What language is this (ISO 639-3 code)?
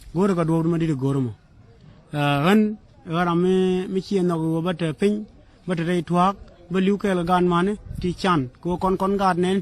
nus